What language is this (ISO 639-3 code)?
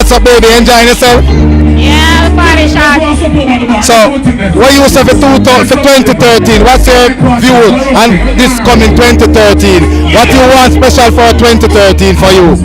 jam